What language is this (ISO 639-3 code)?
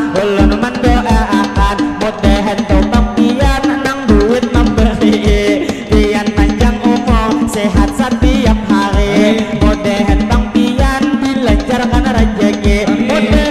bjn